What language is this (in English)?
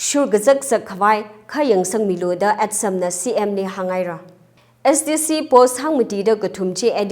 Tangkhul Naga (India)